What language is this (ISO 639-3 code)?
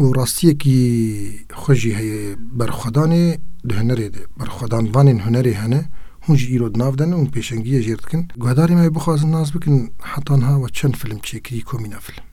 kur